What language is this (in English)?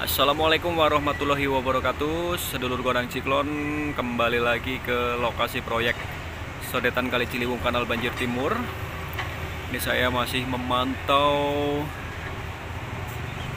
Indonesian